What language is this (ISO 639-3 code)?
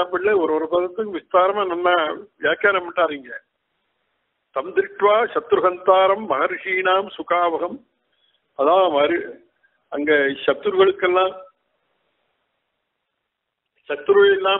tam